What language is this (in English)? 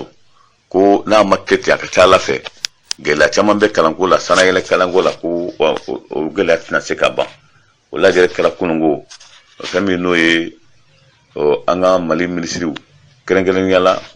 Bambara